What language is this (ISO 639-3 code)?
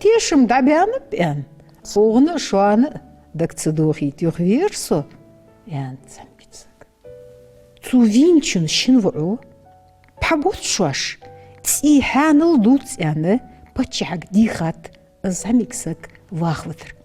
inh